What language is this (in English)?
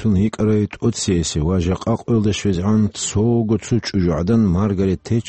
Avaric